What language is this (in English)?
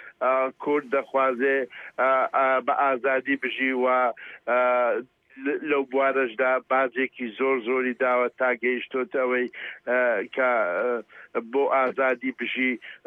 Central Kurdish